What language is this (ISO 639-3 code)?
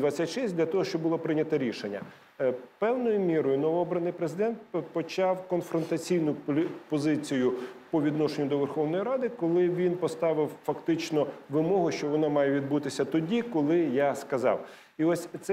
ukr